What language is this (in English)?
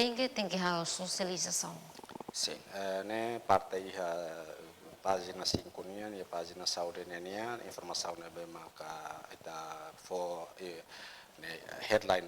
Tetum